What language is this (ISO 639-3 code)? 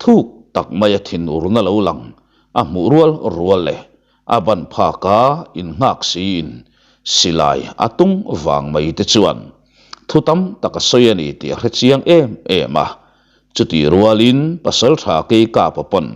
lus